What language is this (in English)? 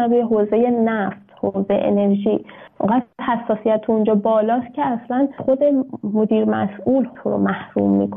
Persian